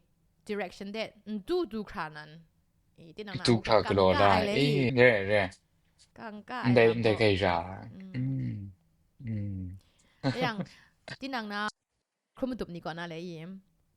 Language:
Kachin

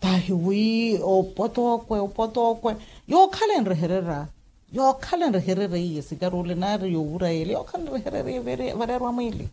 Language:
Makhuwa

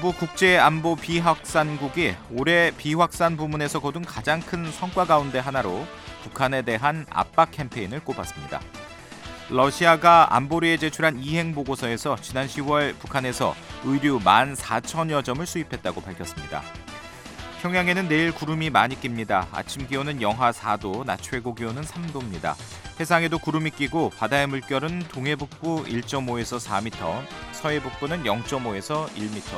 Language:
Korean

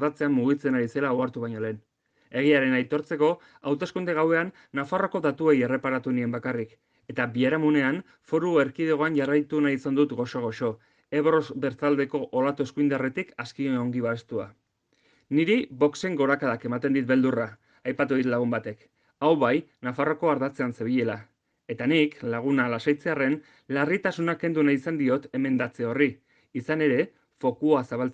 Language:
Basque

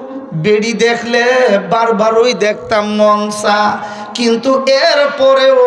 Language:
Sylheti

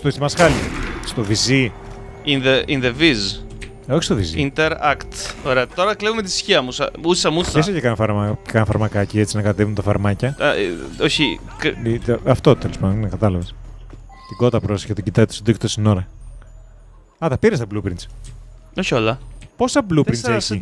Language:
Greek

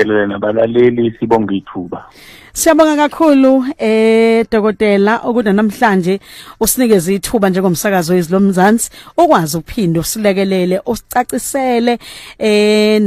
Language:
Zulu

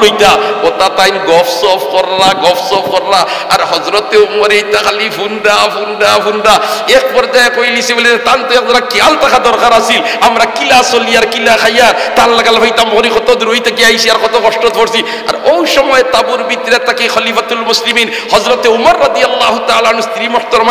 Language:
Sylheti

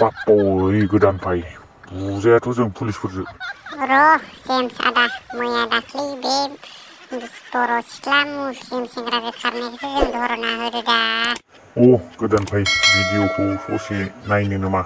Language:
Bodo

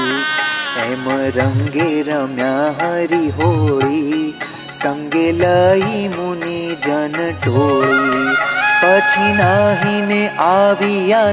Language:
Gujarati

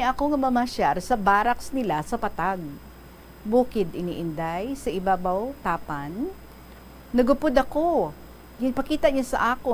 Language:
Hiligaynon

